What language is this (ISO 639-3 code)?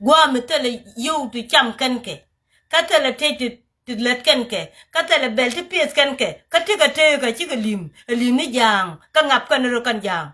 nus